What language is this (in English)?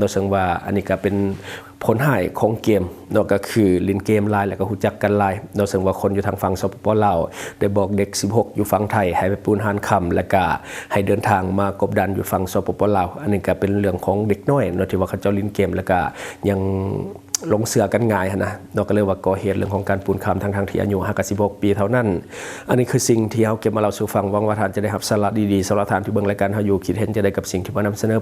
Lao